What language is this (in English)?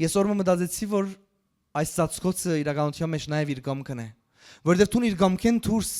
Western Armenian